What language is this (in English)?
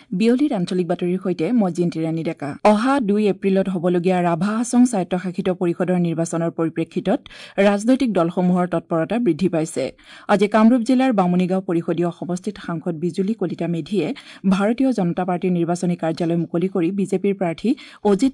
Assamese